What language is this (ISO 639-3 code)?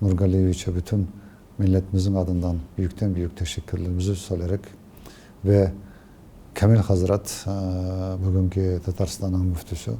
crh